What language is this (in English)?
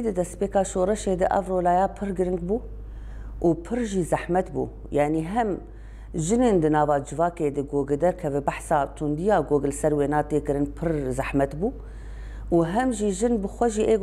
Kurdish